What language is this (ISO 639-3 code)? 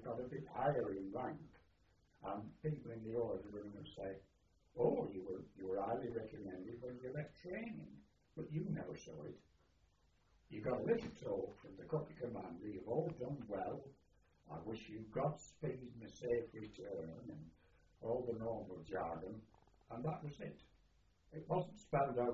eng